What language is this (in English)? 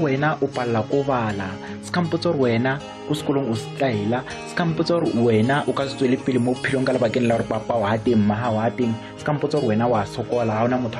Southern Sotho